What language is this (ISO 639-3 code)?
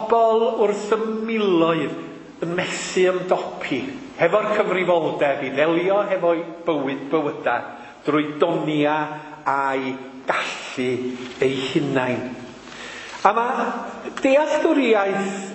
cym